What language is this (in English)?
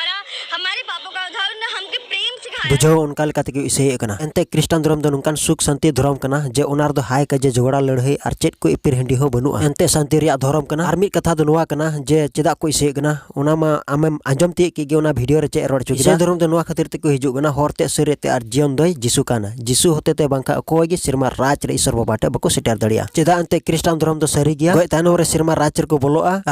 Santali